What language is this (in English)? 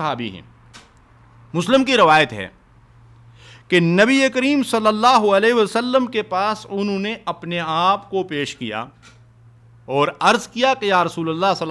Urdu